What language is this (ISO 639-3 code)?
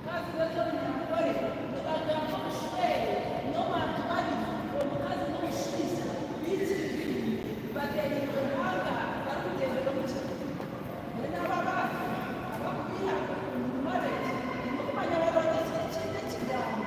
nyn